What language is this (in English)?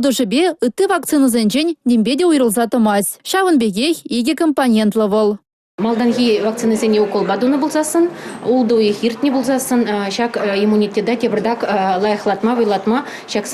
Chuvash